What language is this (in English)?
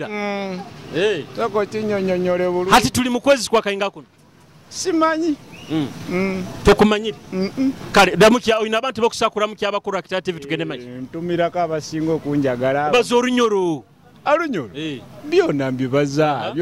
Nyoro